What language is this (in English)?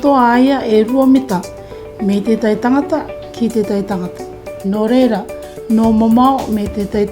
Rarotongan